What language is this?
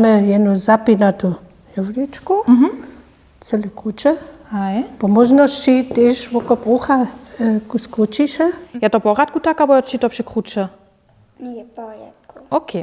Upper Sorbian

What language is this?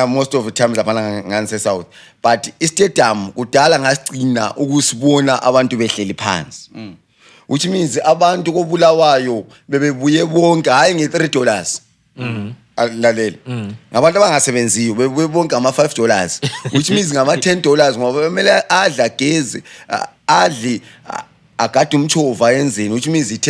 North Ndebele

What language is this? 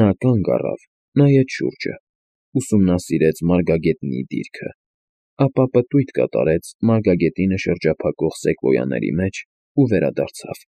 Armenian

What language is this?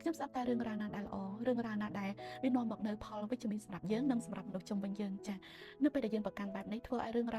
Khmer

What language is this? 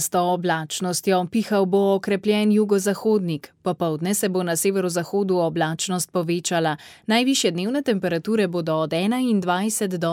Slovenian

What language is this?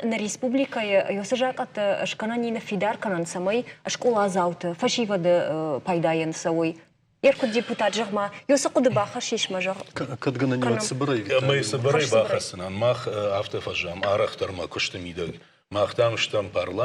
Ossetic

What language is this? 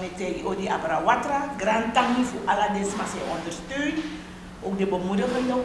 Sranan Tongo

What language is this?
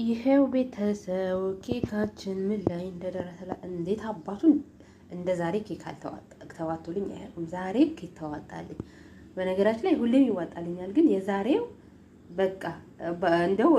Amharic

